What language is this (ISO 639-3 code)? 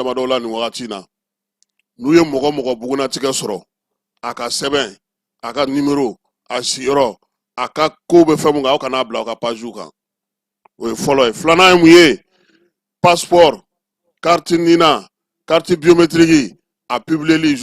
bam